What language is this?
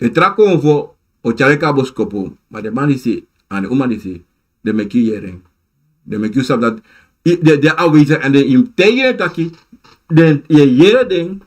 Sranan Tongo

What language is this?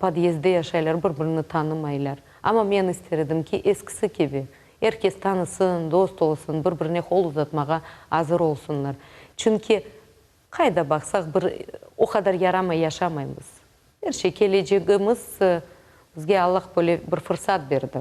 Crimean Tatar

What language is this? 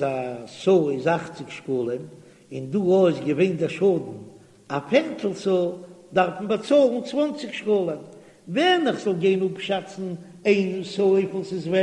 Yiddish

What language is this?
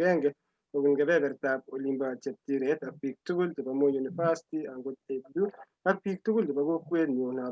Kalenjin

